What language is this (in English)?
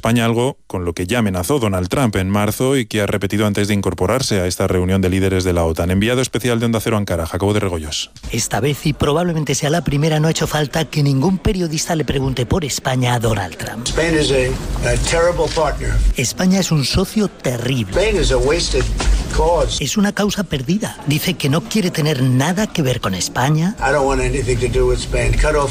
Spanish